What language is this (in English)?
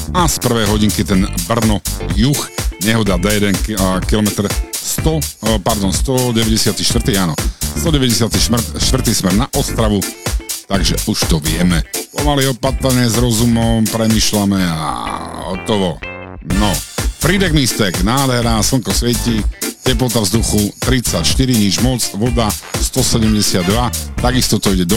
Slovak